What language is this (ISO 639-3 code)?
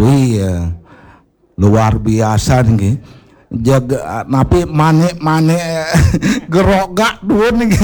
ban